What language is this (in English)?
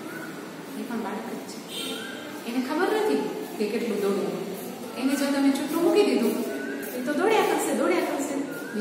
Gujarati